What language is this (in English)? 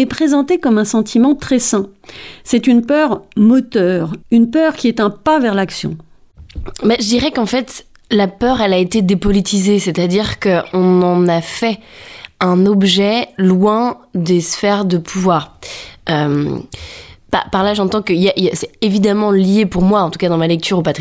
French